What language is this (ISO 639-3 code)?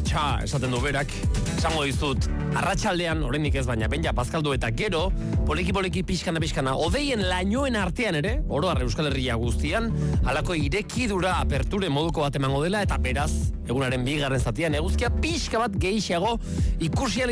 eus